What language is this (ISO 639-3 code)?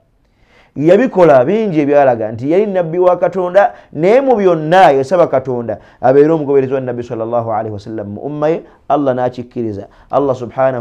lug